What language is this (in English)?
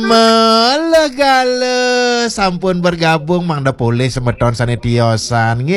Balinese